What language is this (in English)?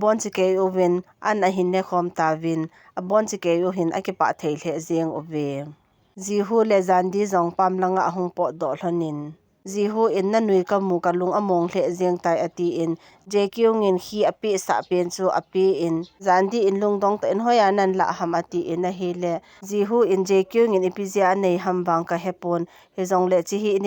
Thado Chin